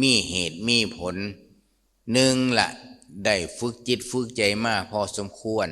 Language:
Lao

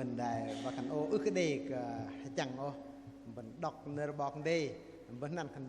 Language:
Bahnar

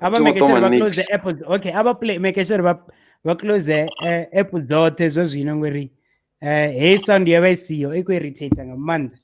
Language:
Venda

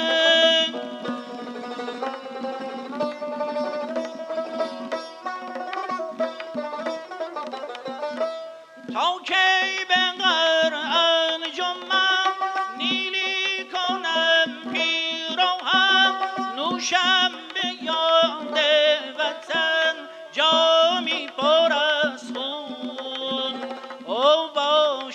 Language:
Persian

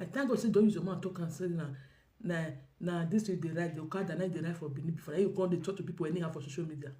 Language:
Nigerian Pidgin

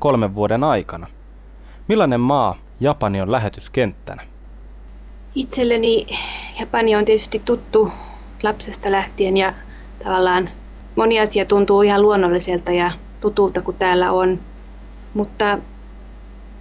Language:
Finnish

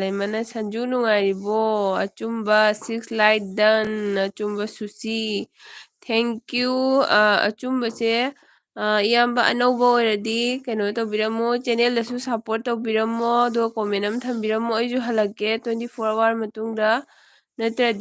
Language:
Manipuri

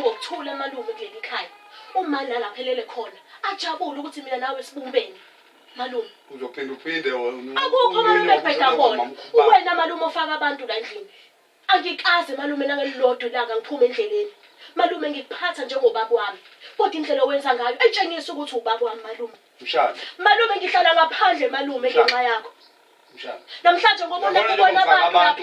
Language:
Zulu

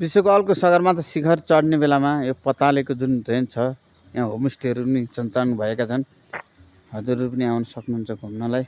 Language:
Nepali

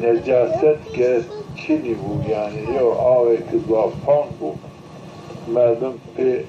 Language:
Zaza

